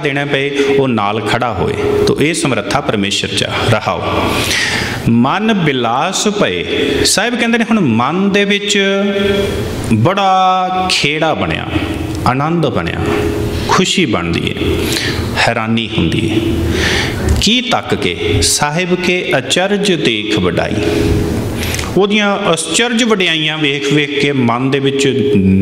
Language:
Punjabi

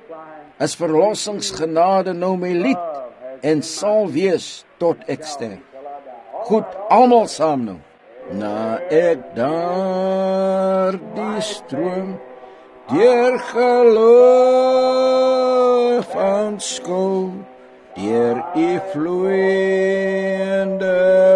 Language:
Afrikaans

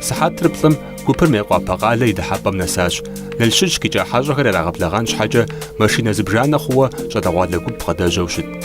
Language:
Kabardian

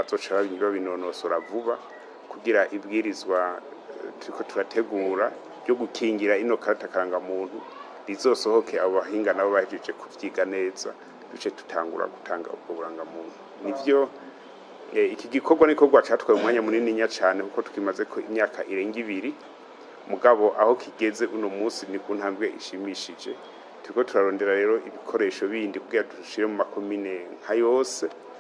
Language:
Rundi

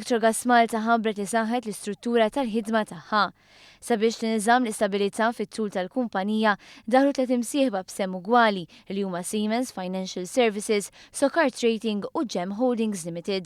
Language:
Maltese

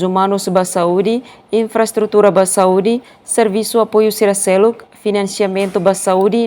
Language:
Tetum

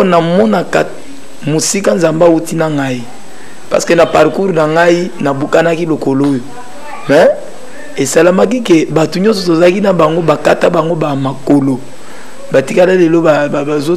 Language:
Lingala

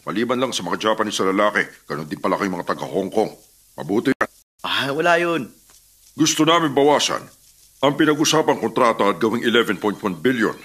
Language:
Filipino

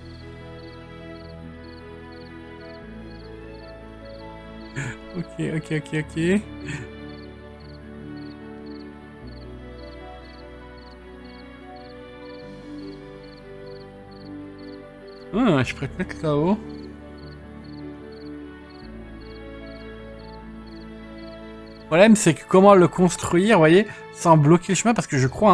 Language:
French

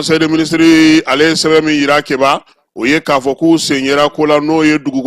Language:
Bambara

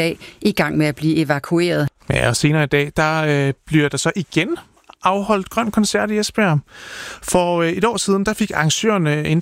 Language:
Danish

